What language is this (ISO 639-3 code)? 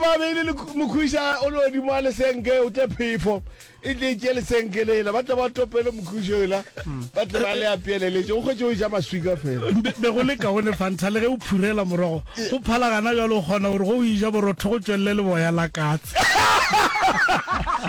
nso